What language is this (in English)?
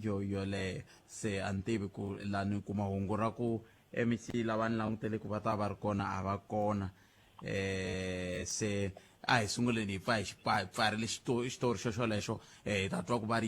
Tsonga